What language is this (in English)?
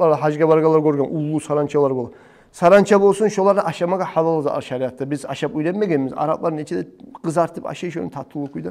Kumyk